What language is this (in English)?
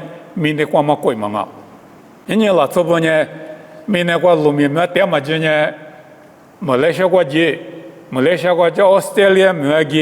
Lisu